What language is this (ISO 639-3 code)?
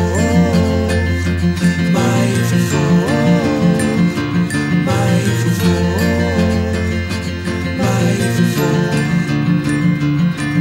afr